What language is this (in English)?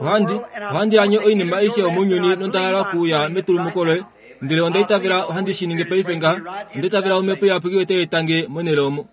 Kuanyama